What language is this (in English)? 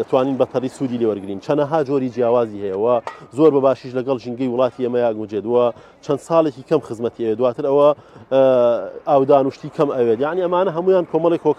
Central Kurdish